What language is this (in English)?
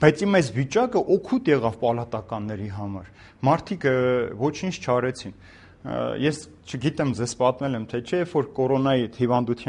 Armenian